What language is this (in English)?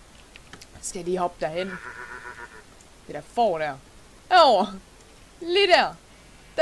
Danish